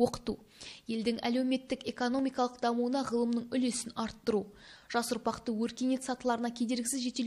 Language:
Kazakh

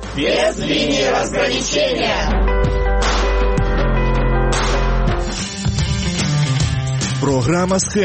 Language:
Ukrainian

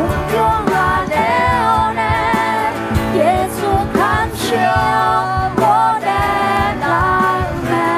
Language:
Akha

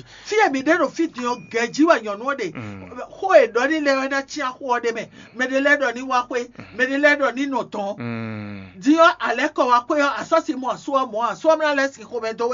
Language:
Fon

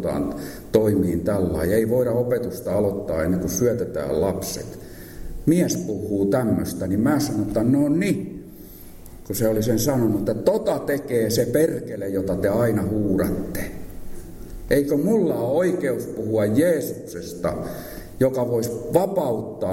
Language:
Finnish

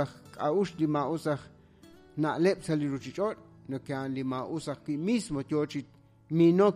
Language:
Kekchí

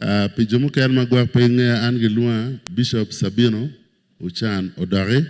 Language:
Acoli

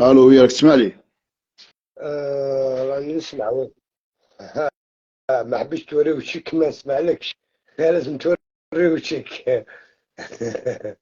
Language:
Algerian Arabic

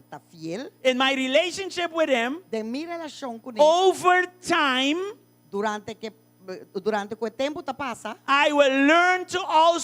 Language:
Papiamento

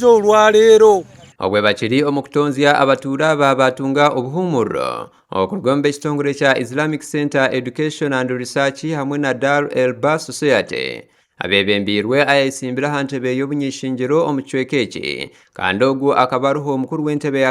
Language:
Nyankole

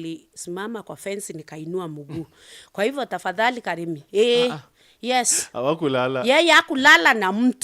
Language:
Meru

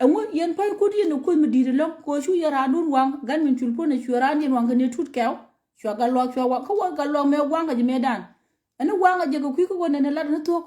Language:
Nuer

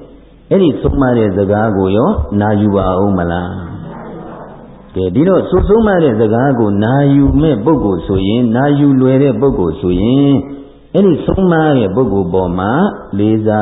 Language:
Burmese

